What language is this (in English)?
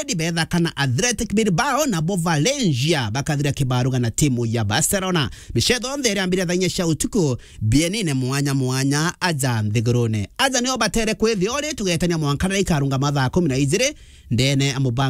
Meru